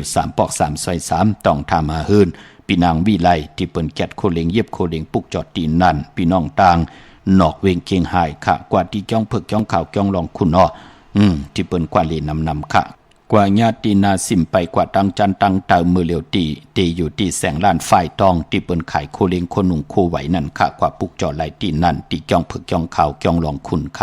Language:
Shan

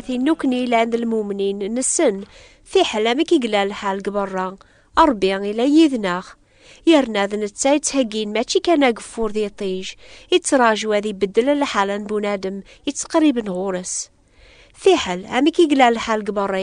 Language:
Kabyle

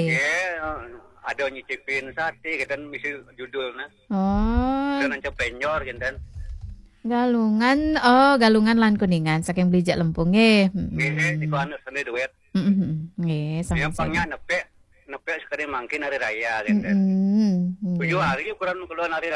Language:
Balinese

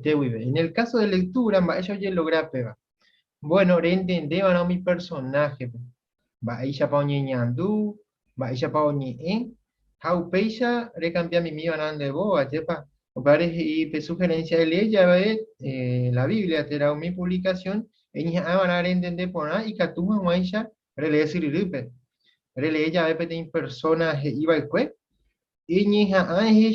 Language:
Guarani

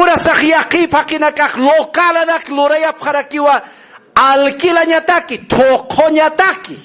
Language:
Aymara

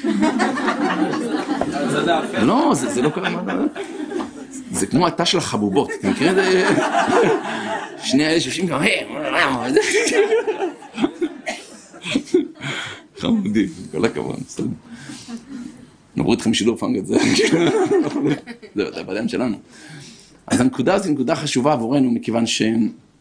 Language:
Hebrew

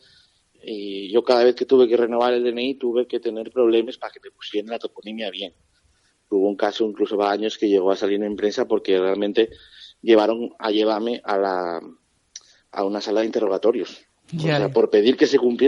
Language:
Asturian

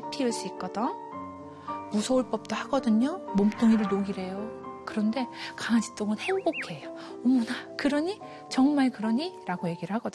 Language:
Korean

